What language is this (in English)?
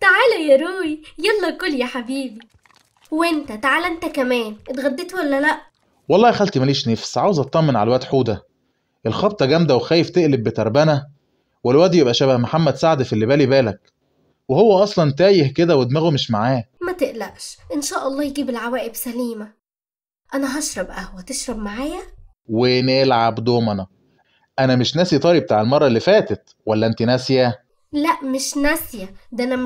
Egyptian Arabic